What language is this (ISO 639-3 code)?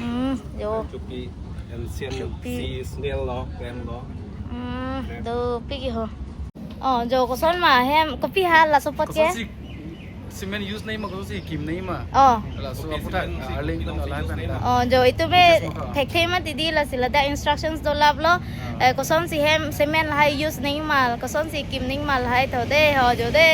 mjw